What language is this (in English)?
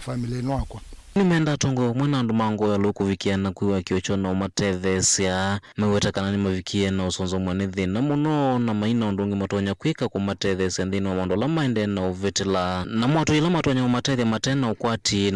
Kamba